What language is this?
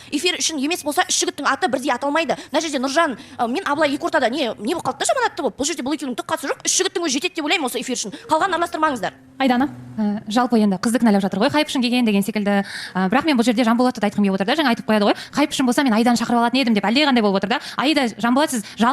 Kazakh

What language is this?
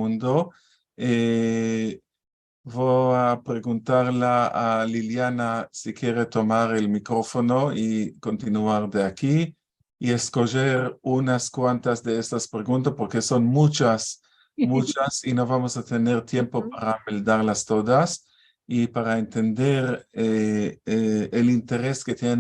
Ladino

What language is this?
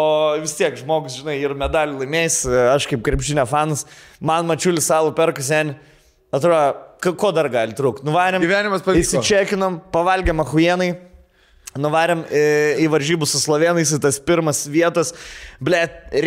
Lithuanian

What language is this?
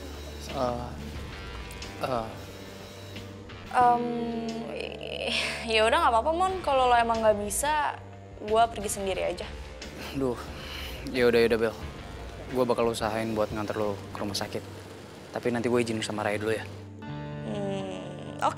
Indonesian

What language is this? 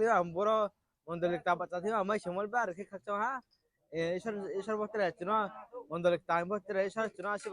Riang (India)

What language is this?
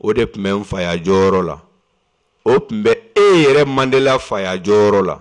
Bambara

